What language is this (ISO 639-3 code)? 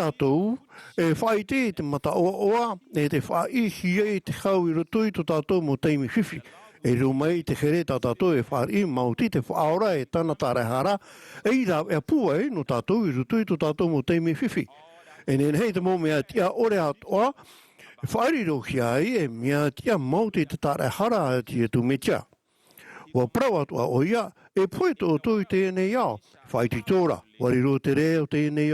tah